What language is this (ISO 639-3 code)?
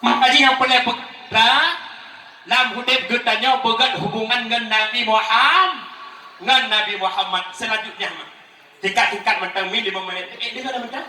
ace